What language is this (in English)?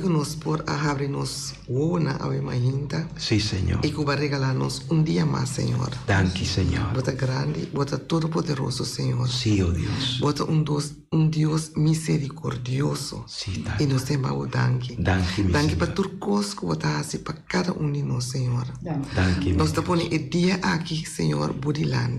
Papiamento